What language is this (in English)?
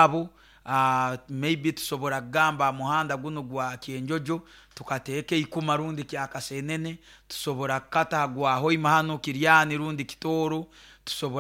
Nyoro